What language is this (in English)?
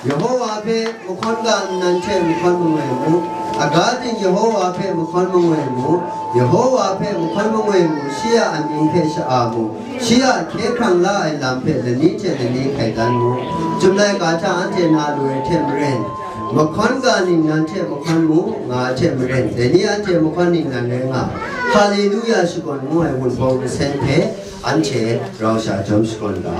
Kachin